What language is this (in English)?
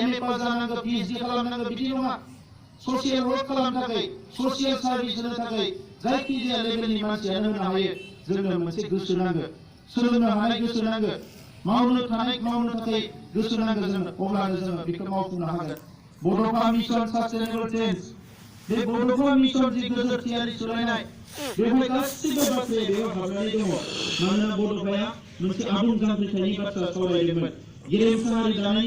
Bodo